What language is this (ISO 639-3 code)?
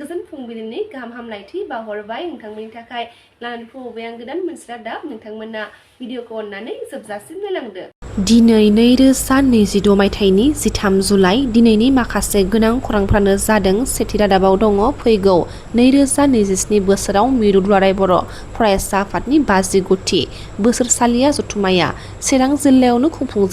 brx